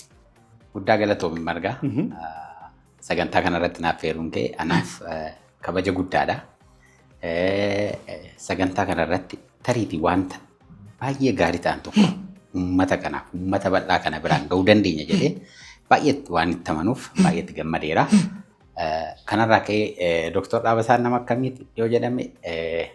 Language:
Oromo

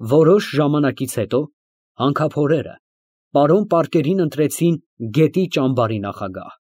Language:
Armenian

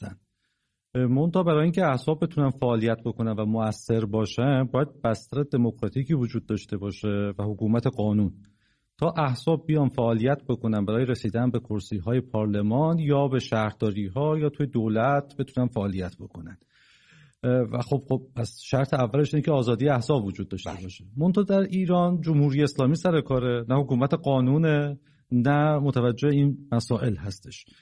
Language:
Persian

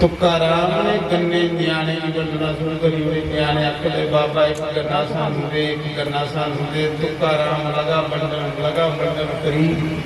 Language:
Dogri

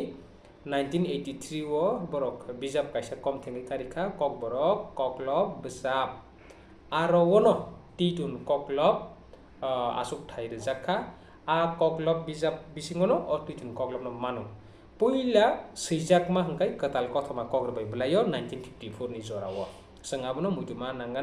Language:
Kok Borok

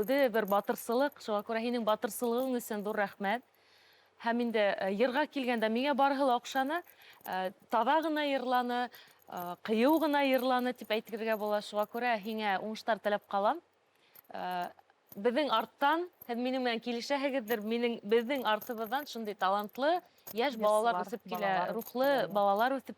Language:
Bashkir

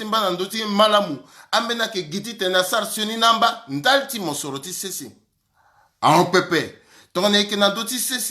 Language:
Sango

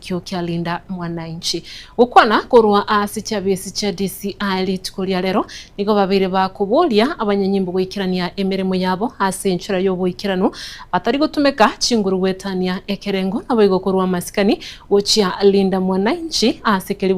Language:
Gusii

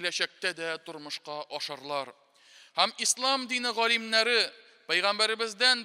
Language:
Tatar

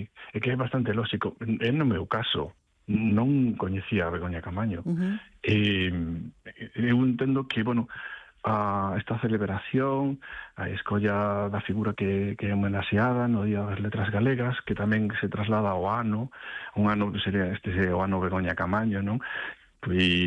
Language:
Galician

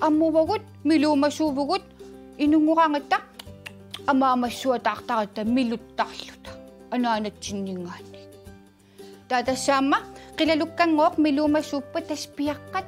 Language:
Kalaallisut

